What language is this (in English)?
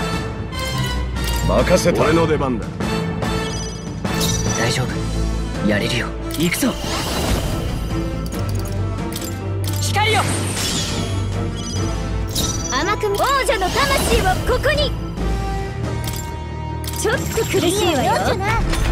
Japanese